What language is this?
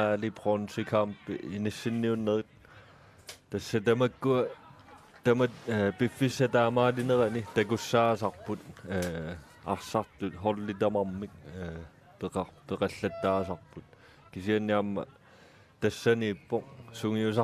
Kalaallisut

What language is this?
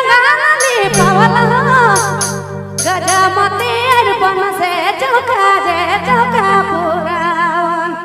Sadri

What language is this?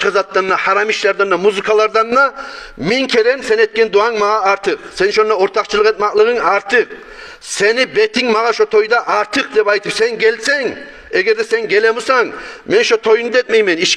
Kumyk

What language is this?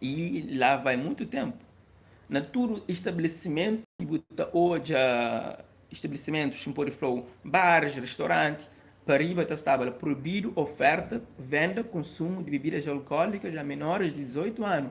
Kabuverdianu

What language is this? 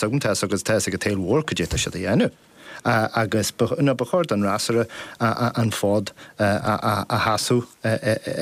Irish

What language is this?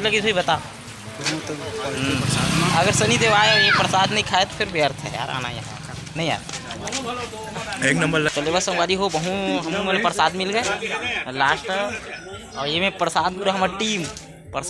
Chhattisgarhi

